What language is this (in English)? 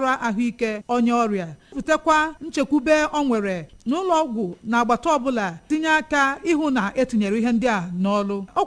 Igbo